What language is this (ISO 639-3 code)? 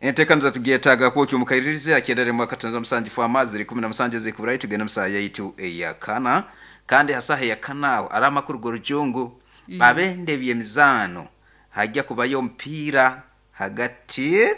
nyo